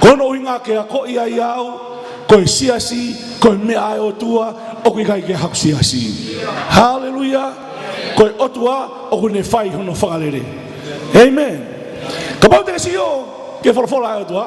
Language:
Tongan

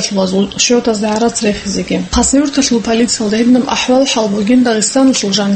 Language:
Avaric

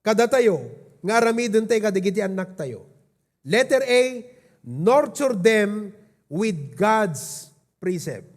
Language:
Iloko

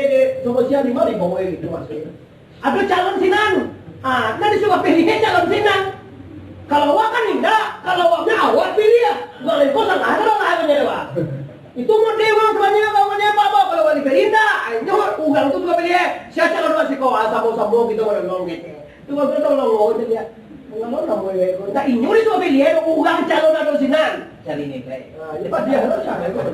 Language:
Minangkabau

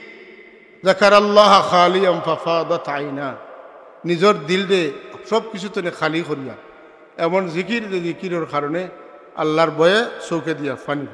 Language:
Sylheti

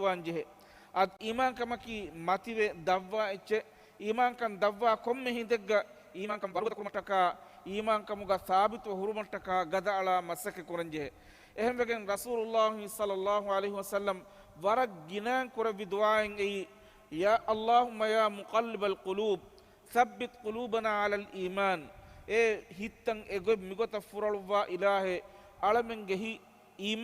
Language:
Divehi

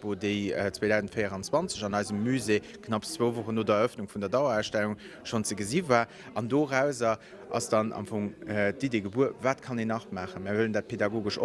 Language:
Luxembourgish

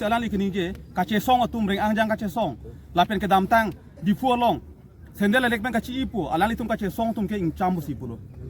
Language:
Karbi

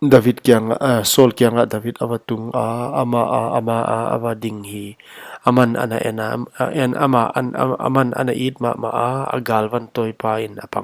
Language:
Paite Chin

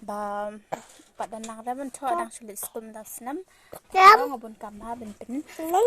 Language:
Khasi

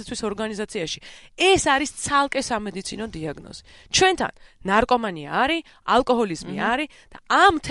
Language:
Georgian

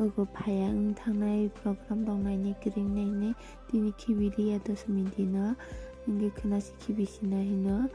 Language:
Kok Borok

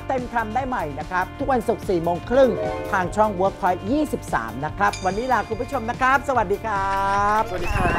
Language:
Thai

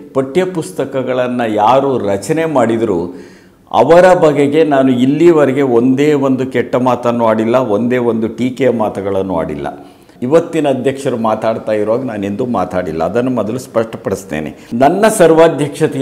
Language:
Kannada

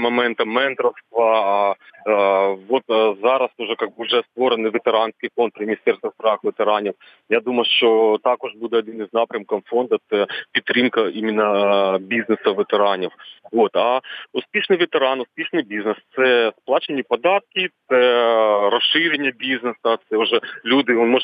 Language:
Ukrainian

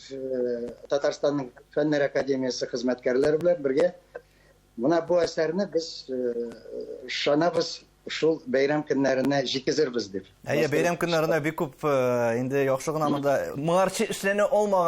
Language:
Tatar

